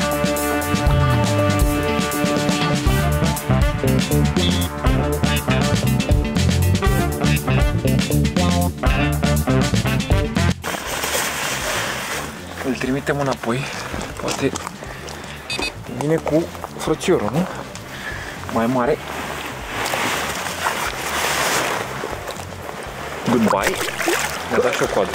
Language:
Romanian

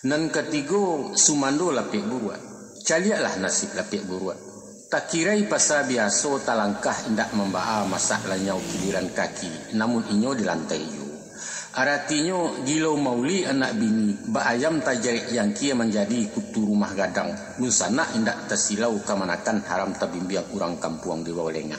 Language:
Minangkabau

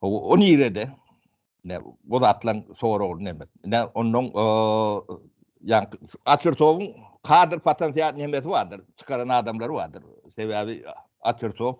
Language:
Turkmen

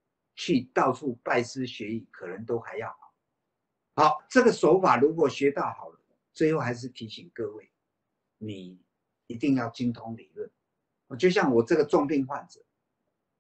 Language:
Chinese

